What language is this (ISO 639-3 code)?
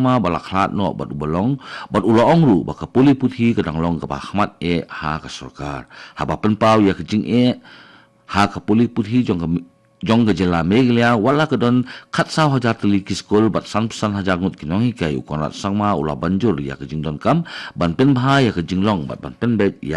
kha